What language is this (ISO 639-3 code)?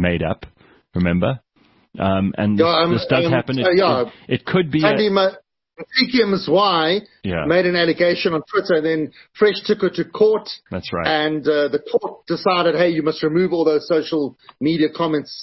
eng